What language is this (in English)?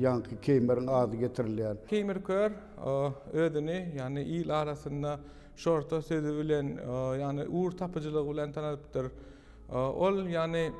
Turkmen